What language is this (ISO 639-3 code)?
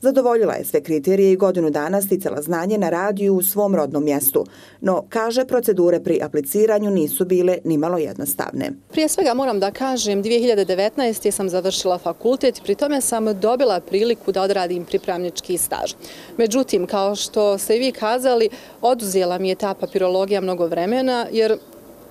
bos